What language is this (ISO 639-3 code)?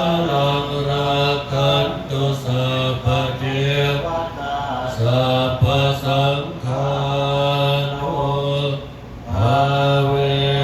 pli